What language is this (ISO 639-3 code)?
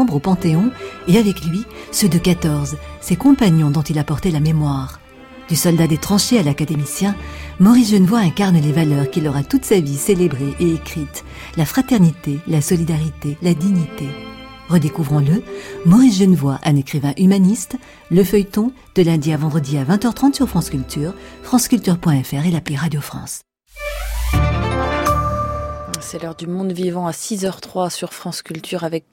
fra